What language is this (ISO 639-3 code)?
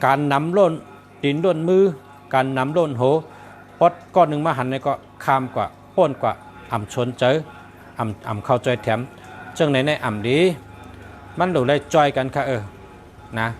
shn